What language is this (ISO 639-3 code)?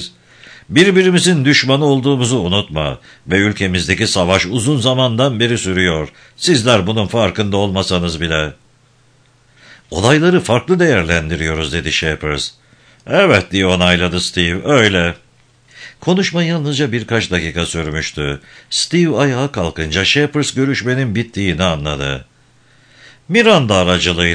tur